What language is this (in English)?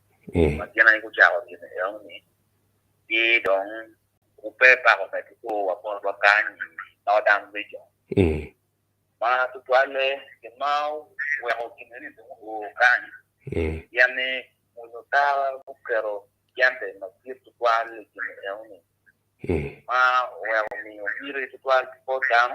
Acoli